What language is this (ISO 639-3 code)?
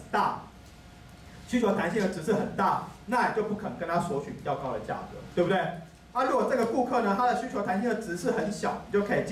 zho